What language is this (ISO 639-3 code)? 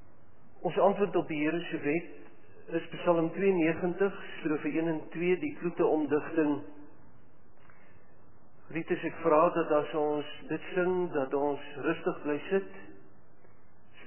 afr